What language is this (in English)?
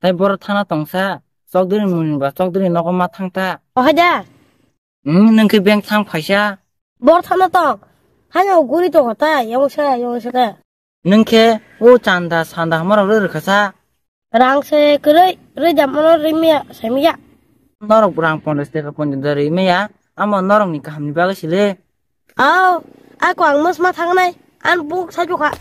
Kok Borok